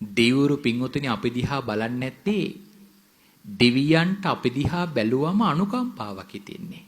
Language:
Sinhala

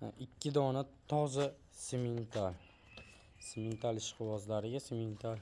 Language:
Uzbek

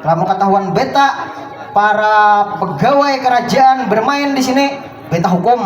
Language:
Banjar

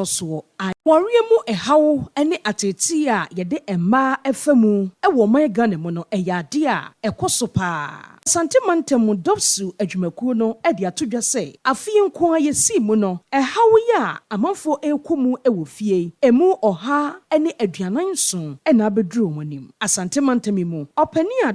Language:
Akan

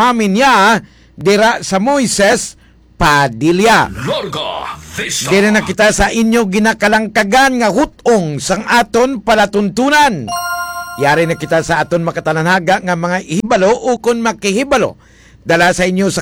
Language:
Hiligaynon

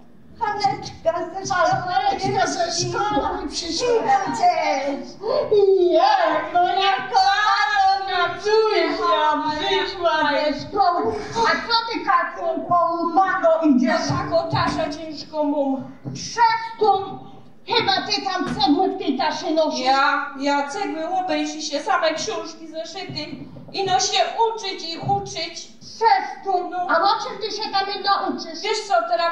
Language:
Silesian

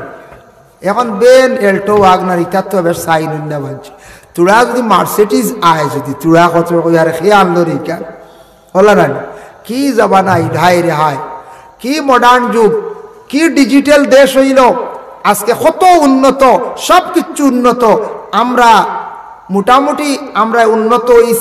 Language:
Sylheti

